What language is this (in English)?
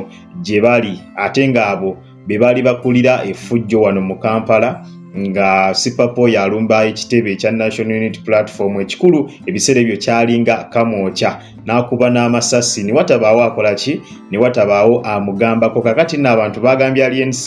Ganda